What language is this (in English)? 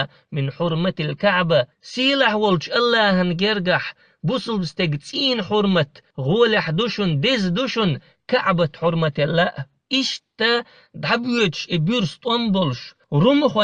Chechen